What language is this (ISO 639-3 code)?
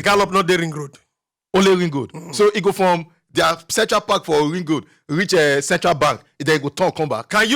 pcm